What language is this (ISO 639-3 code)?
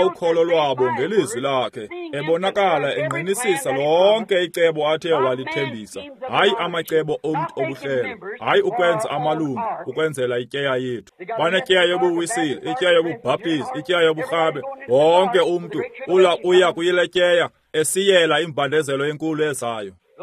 xho